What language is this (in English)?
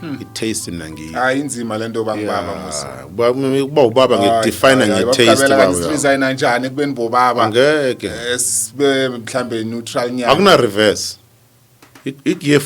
Zulu